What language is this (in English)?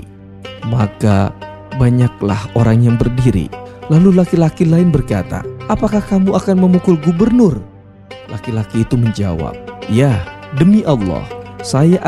Indonesian